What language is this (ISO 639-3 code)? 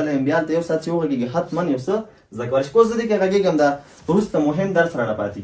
pus